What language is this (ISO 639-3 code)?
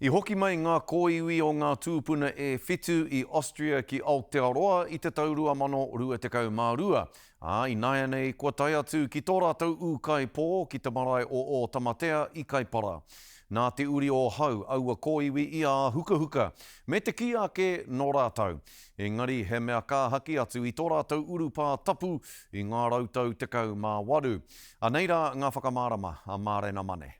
mri